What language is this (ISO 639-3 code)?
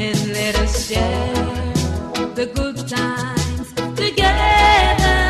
laj